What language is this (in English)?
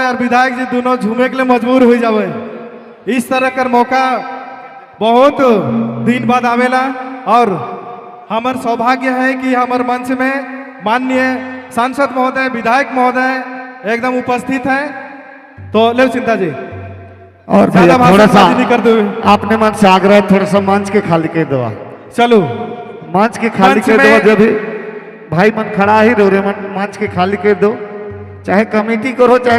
Sadri